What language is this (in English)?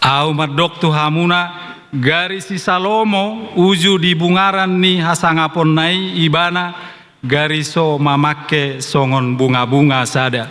Batak Toba